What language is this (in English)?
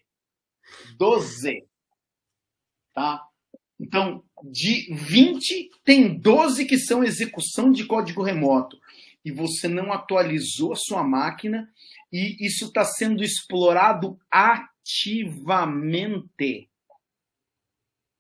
Portuguese